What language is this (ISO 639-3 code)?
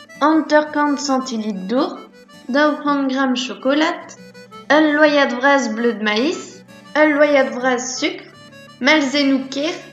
bre